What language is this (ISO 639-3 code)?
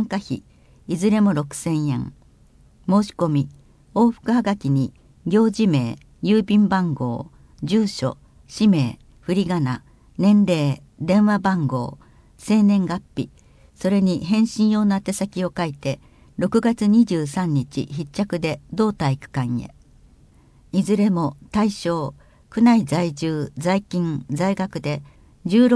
jpn